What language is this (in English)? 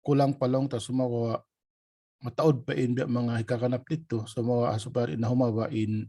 Tausug